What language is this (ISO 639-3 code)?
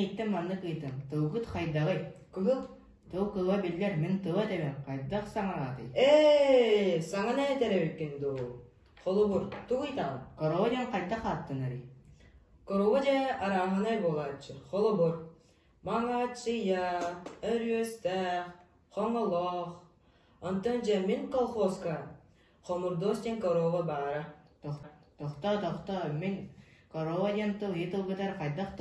sah